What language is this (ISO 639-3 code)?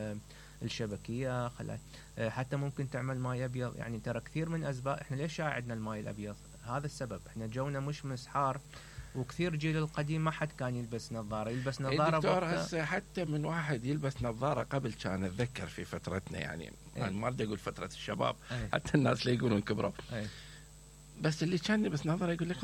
acm